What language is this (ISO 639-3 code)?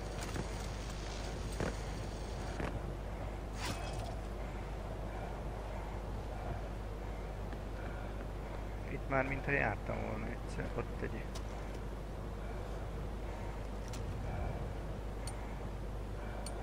hun